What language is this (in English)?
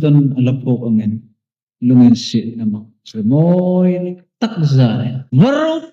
Hmar